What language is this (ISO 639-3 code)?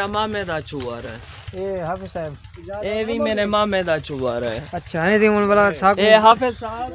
skr